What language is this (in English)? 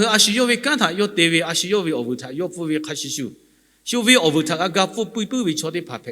Lahu